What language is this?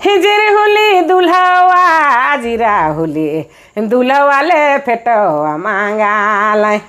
Sadri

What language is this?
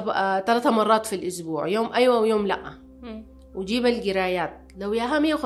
Sudanese Arabic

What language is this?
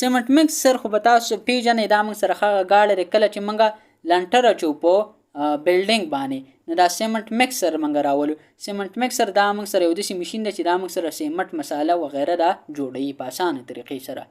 Pashto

